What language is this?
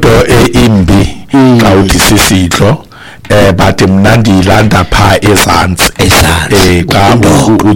Xhosa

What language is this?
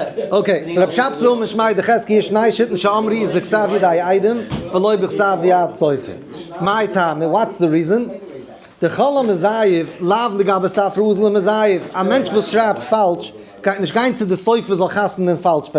Yiddish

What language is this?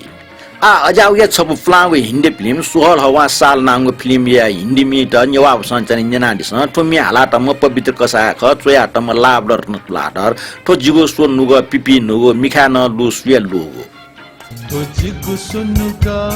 Newari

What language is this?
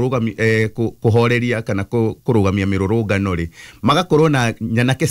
Kikuyu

